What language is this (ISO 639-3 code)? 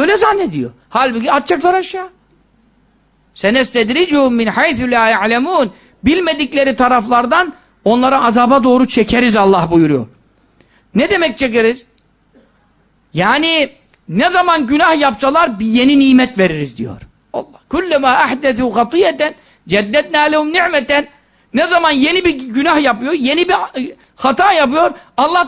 tur